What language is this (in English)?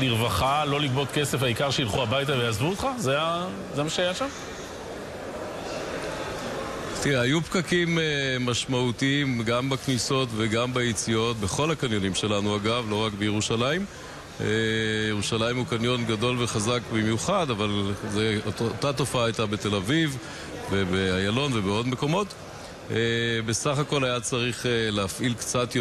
Hebrew